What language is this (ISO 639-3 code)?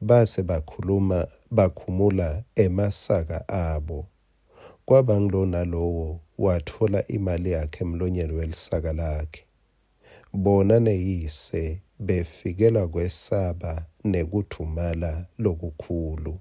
ssw